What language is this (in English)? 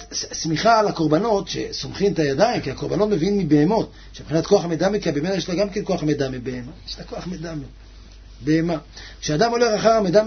Hebrew